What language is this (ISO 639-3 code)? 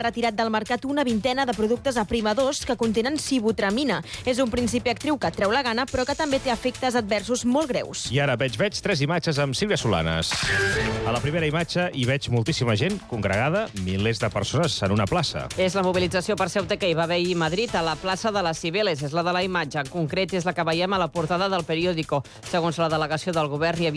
cat